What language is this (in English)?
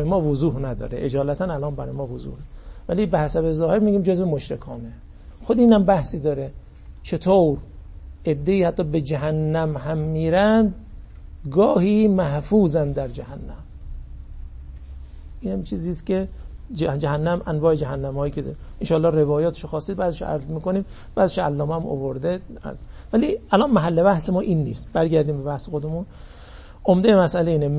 Persian